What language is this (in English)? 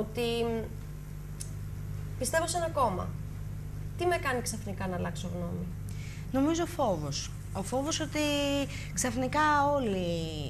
Greek